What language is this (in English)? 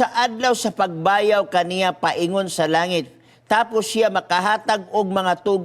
Cebuano